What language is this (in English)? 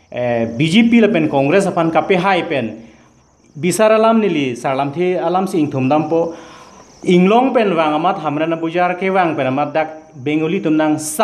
Karbi